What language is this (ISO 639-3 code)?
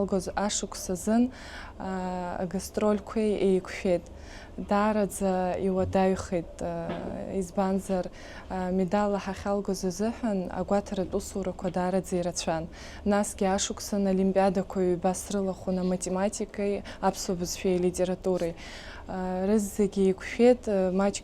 abk